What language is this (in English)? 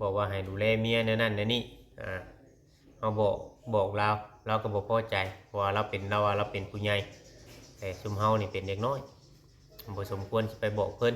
Northeastern Thai